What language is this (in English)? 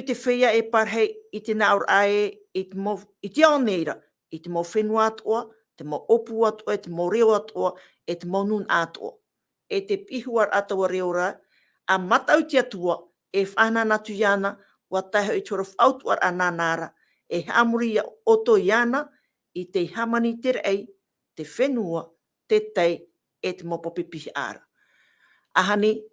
Tahitian